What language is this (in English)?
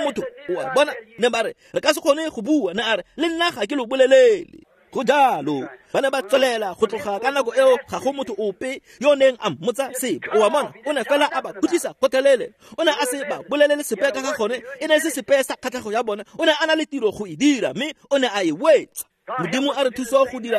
Tswana